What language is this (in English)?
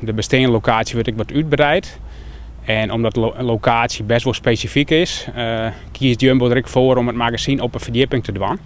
Western Frisian